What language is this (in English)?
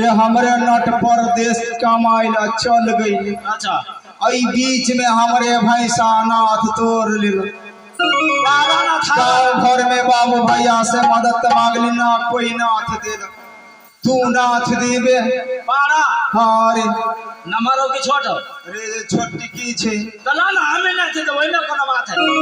Maithili